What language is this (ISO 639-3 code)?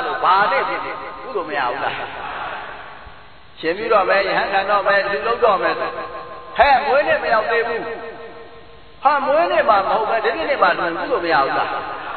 mya